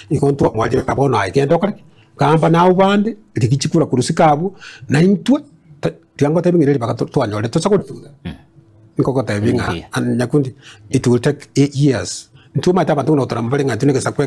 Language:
Gusii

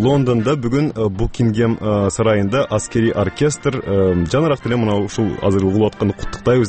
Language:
Kyrgyz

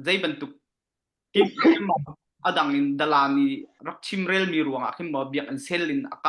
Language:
Hakha Chin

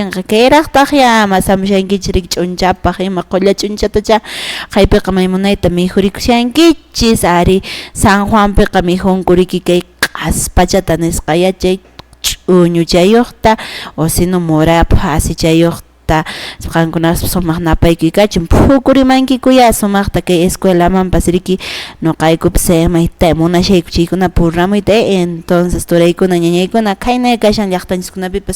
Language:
Quechua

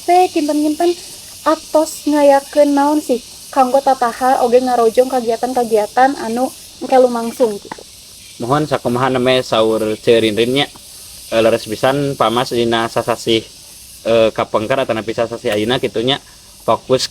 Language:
Sundanese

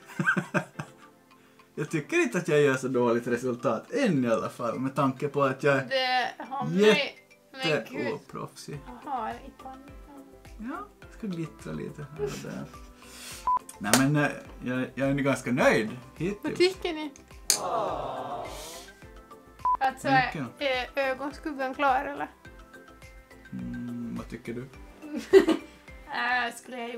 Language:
Swedish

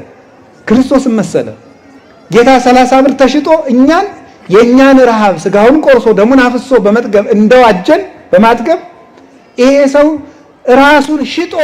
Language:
Amharic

